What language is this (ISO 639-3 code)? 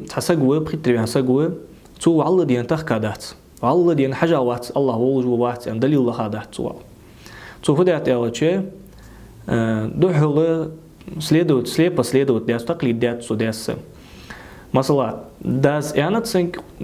inh